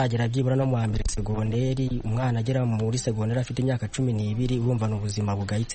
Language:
Kinyarwanda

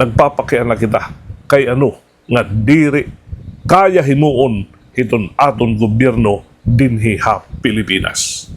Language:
Waray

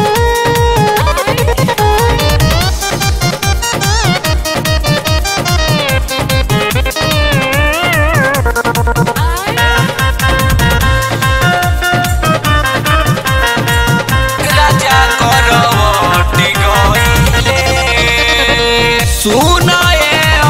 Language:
Bhojpuri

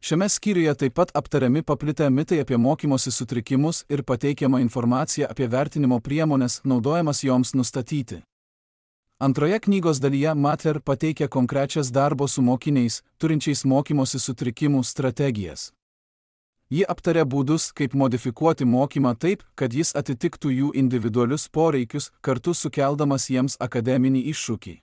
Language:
Lithuanian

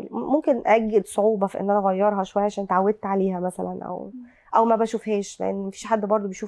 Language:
Egyptian Arabic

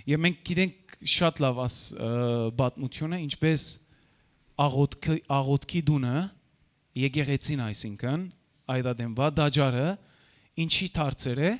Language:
Western Armenian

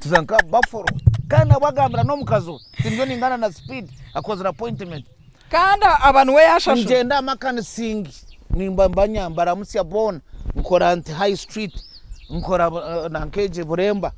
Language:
Nyankole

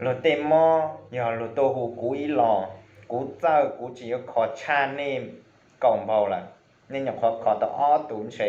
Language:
Hmong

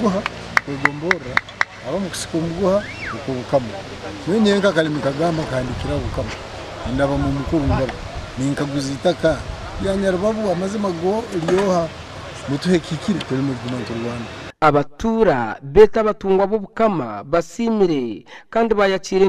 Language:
Nyankole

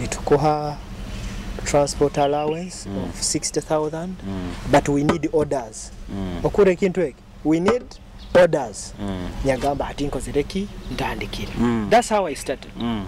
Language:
Nyoro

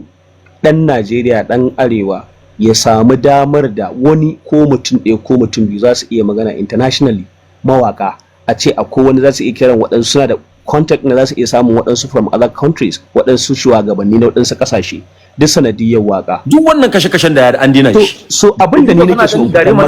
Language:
Hausa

